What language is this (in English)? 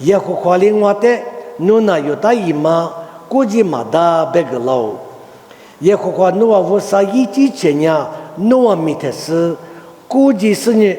Lisu